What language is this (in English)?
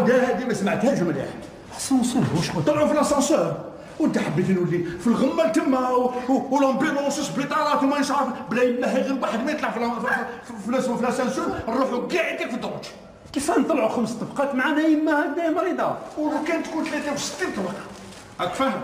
Algerian Arabic